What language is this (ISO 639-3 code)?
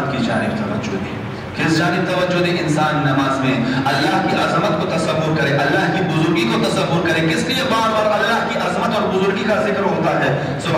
urd